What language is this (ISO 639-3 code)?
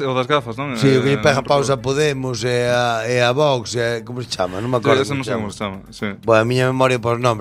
glg